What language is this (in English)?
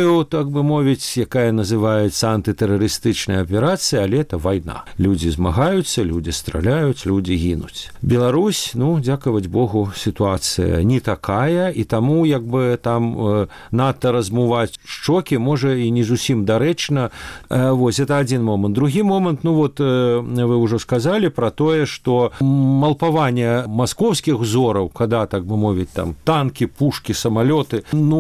Belarusian